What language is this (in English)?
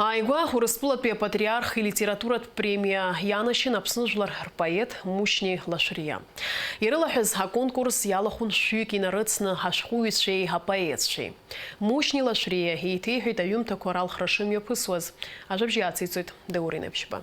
Abkhazian